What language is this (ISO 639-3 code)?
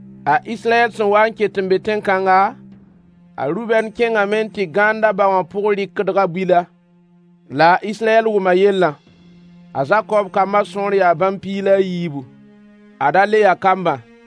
mos